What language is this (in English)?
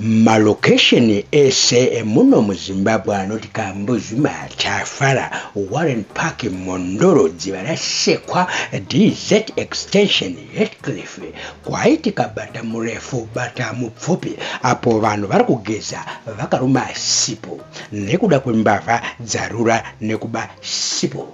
Shona